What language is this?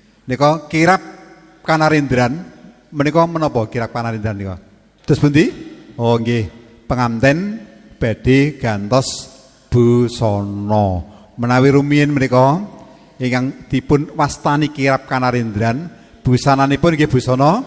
Javanese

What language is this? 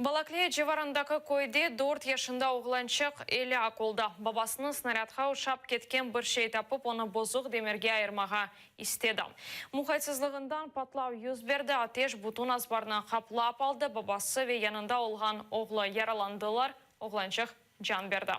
Crimean Tatar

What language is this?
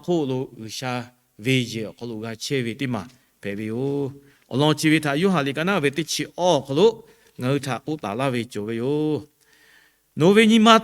Lahu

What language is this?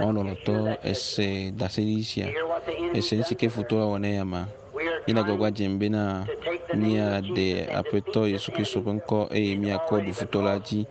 Ewe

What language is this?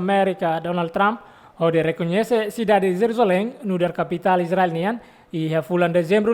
Tetum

